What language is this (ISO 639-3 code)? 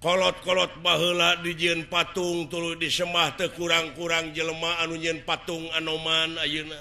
sun